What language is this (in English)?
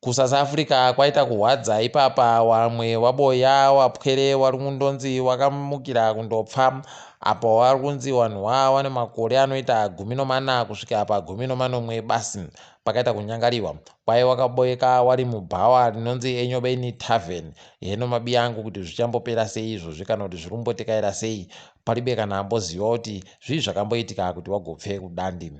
Ndau